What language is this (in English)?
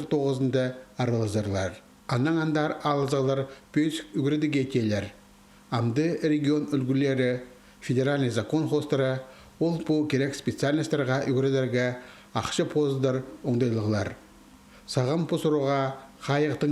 Khakas